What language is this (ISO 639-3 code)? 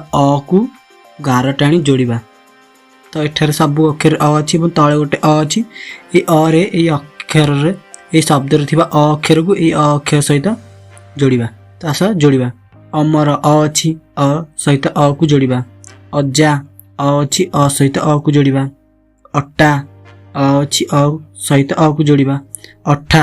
ori